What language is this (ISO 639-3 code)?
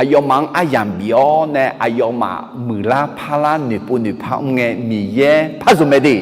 ahk